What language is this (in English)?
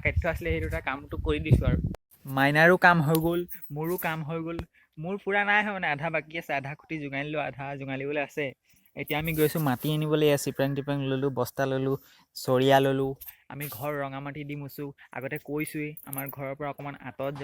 Assamese